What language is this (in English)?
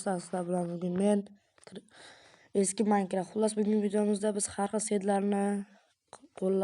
Uzbek